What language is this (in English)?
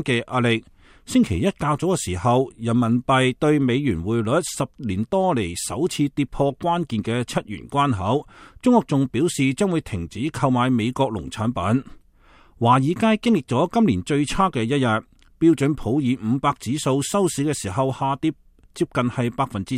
Cantonese